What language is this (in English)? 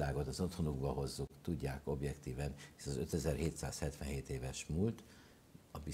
Hungarian